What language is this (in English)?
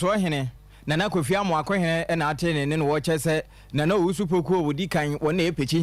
Akan